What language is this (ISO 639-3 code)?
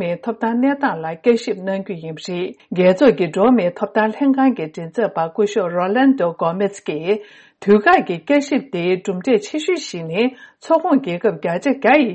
bod